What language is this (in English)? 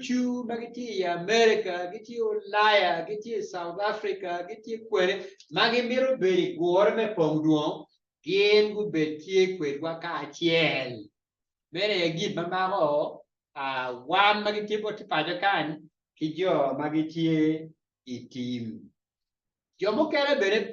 Acoli